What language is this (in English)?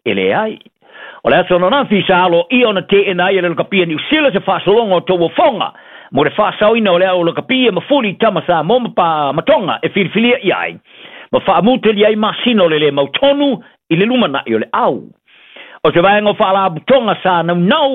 Samoan